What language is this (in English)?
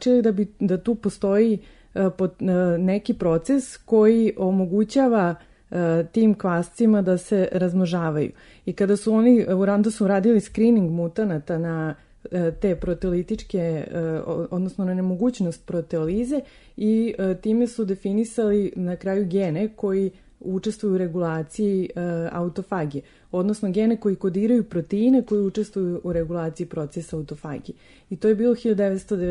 Serbian